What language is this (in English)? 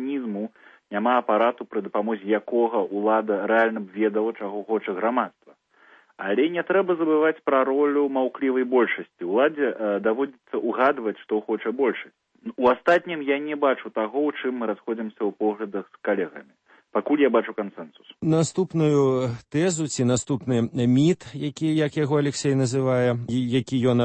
Belarusian